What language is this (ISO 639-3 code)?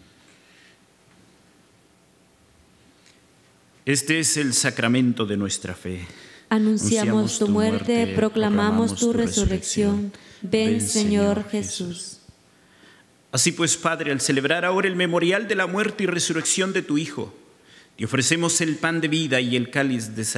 spa